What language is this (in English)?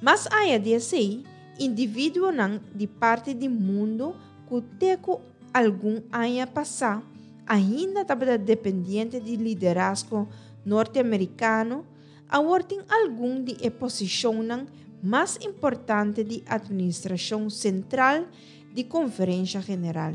Papiamento